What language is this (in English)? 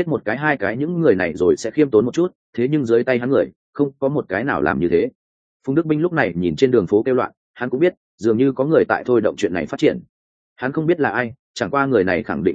Vietnamese